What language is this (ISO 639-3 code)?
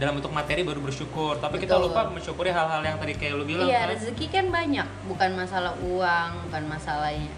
ind